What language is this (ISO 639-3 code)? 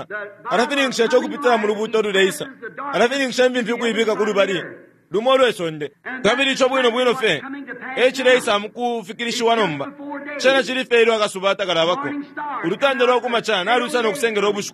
bem